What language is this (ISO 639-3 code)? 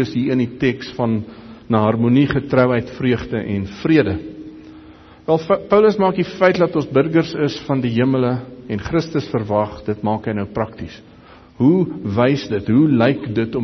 afr